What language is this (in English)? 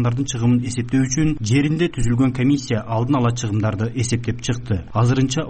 Kyrgyz